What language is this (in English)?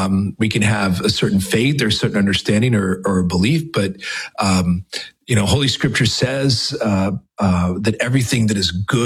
English